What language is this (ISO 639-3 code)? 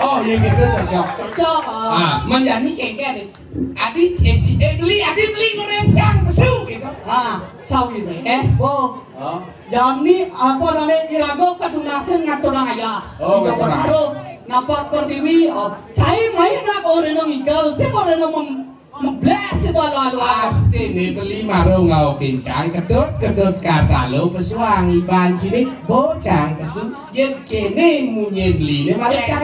ban